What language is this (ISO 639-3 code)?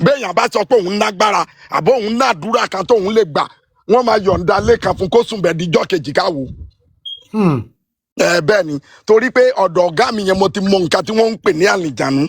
yor